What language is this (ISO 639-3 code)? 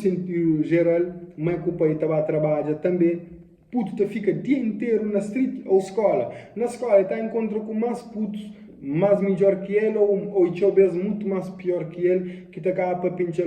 kea